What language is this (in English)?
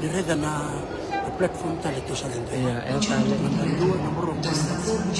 Fijian